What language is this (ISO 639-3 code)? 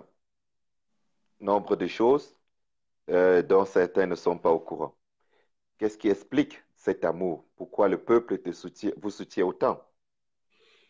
fra